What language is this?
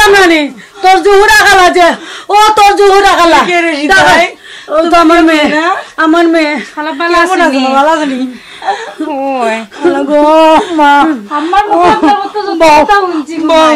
Sylheti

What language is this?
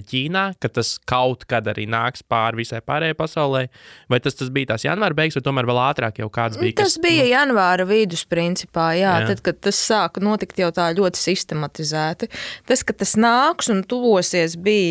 Latvian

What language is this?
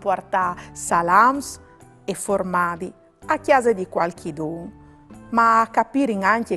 Friulian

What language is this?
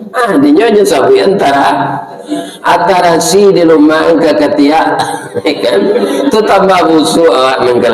Minangkabau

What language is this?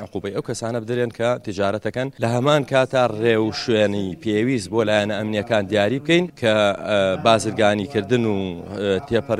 Central Kurdish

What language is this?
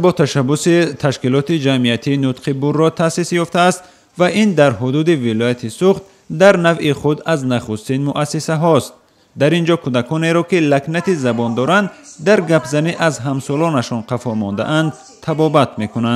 Tajik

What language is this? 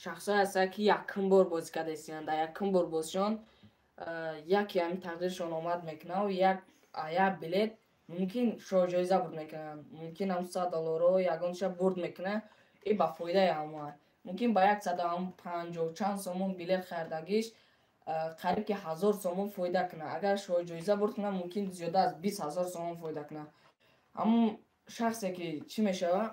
Tajik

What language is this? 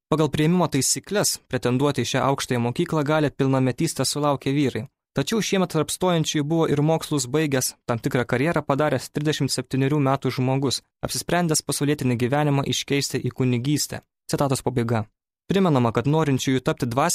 Lithuanian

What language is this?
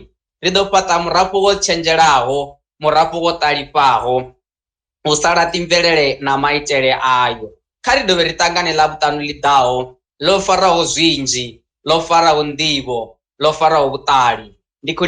Venda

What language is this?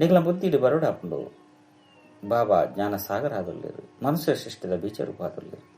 Tulu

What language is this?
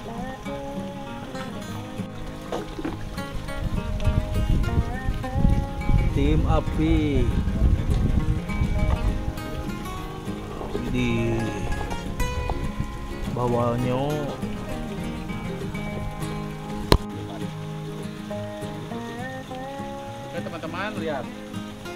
Indonesian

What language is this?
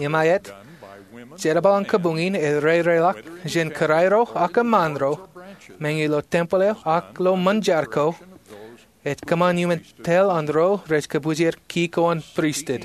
Marshallese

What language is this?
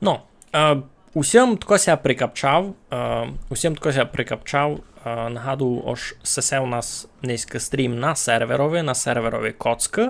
Rusyn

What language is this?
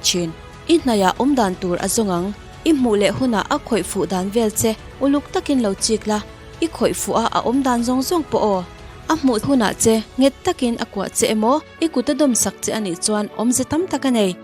Mizo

